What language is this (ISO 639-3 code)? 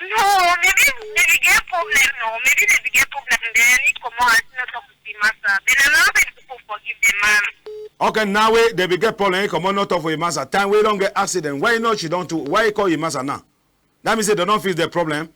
wes